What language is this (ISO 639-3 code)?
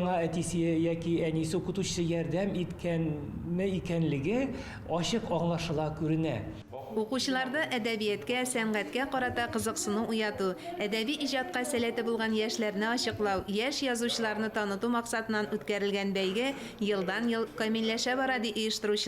tat